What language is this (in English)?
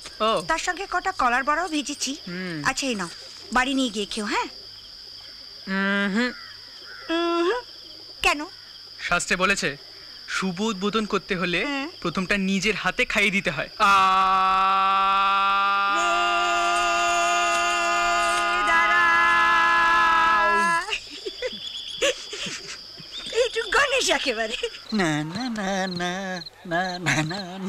Bangla